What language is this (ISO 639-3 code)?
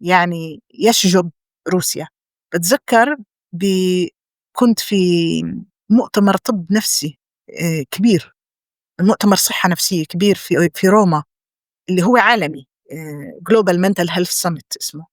apc